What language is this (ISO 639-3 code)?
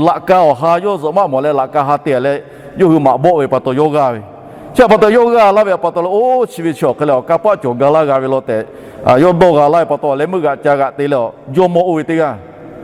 lhu